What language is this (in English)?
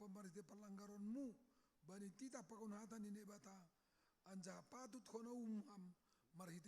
Batak Simalungun